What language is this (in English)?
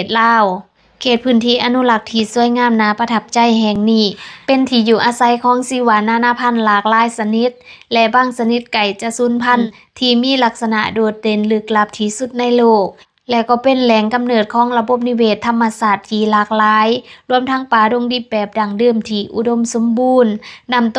Lao